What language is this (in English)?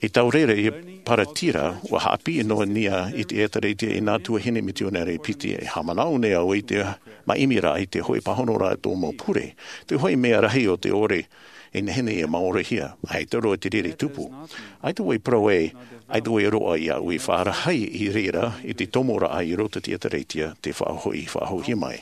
Tahitian